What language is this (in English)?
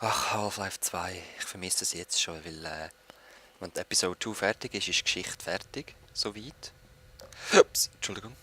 Swiss German